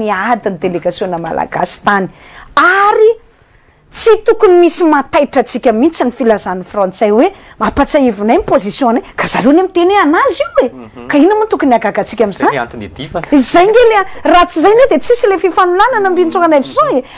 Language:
Malagasy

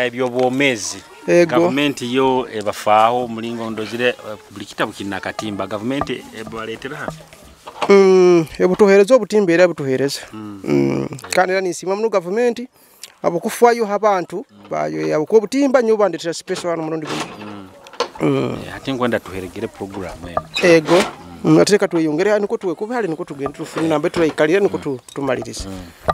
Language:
Nyoro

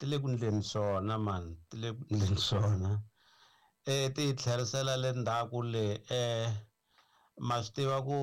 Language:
Tsonga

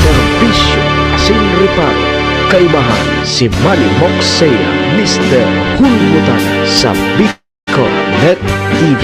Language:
Bikol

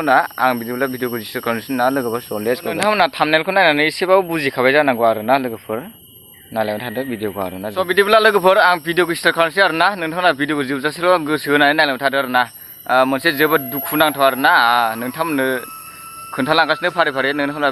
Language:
Bodo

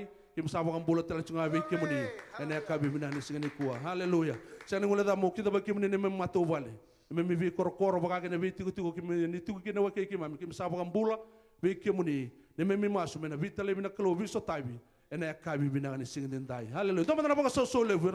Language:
Fijian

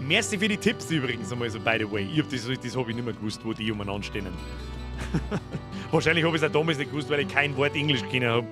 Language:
Bavarian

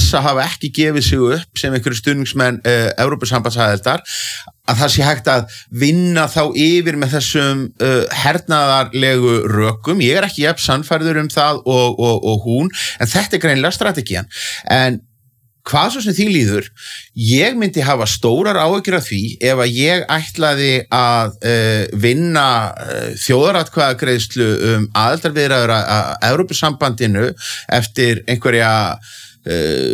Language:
Icelandic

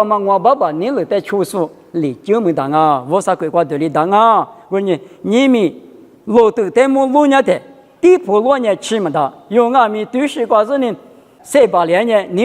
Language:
Lisu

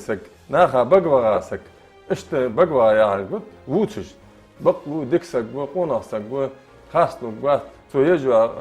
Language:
Ingush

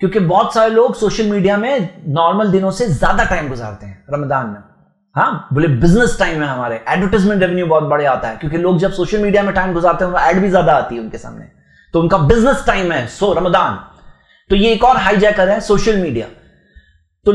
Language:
Urdu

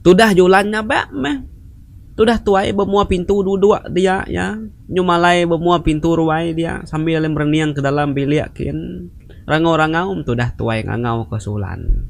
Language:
Iban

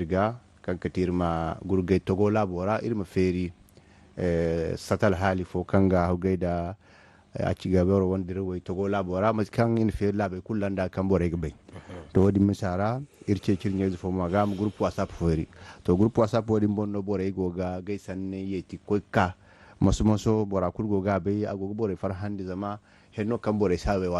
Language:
Zarma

